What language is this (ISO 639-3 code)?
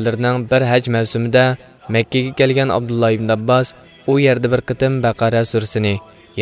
uig